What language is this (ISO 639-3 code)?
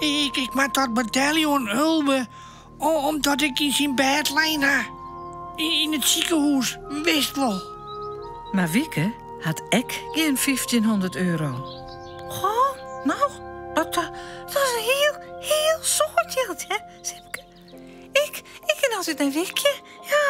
fry